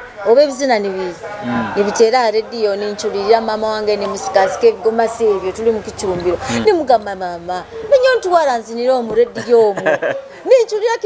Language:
Nyoro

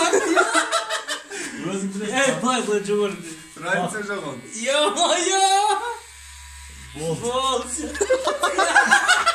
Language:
Kazakh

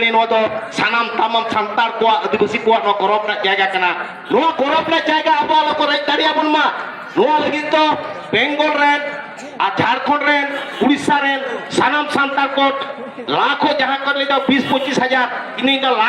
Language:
Santali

